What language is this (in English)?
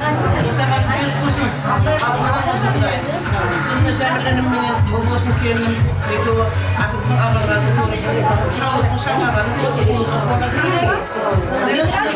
Kara-Kalpak